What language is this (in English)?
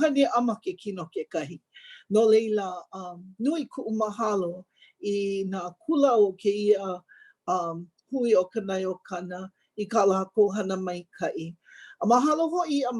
Hawaiian